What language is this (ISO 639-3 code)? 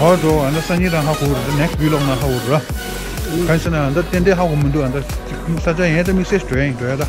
bod